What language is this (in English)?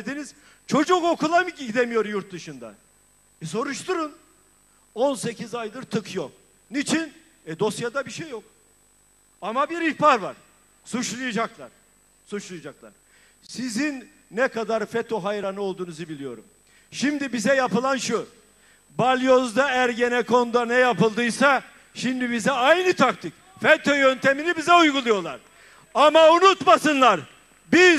Turkish